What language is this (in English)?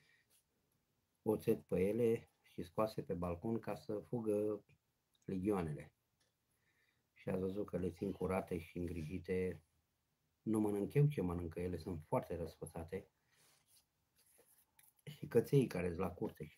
Romanian